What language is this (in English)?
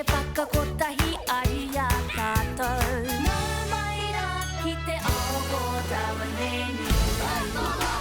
Māori